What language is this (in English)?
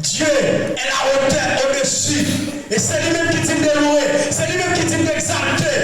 Haitian Creole